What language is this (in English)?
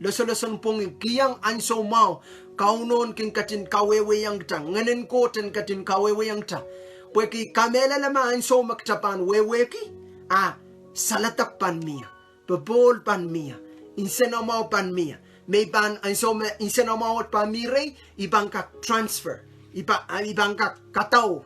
Pohnpeian